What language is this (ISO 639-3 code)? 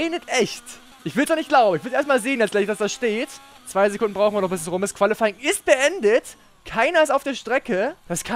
deu